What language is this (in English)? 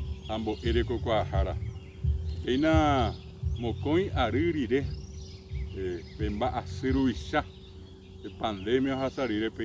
Guarani